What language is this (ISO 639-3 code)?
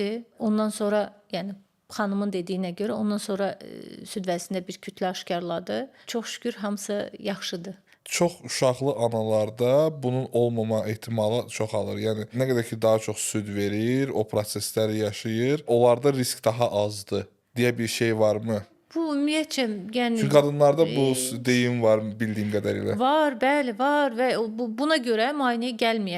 aze